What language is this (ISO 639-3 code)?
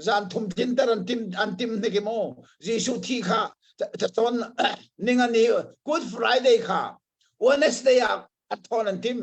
cnh